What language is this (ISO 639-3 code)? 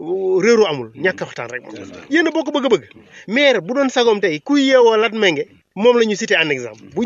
wol